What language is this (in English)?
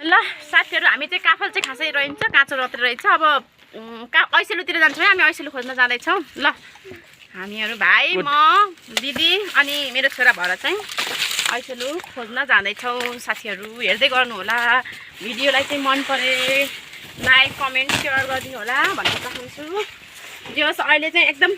Nepali